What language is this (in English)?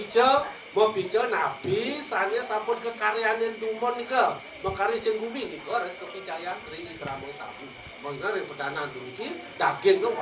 Balinese